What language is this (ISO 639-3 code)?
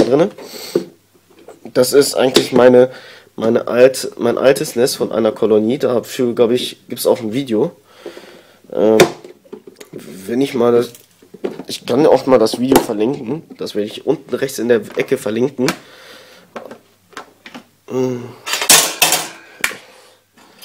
deu